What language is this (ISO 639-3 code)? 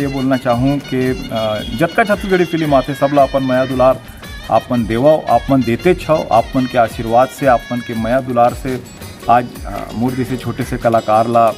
hne